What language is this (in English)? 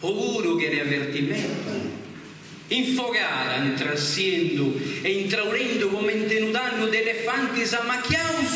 Sardinian